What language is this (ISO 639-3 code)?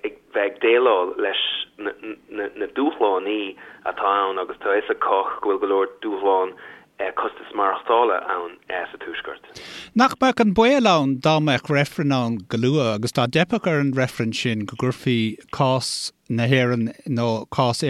gle